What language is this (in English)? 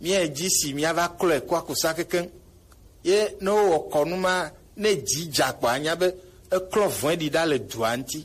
Gen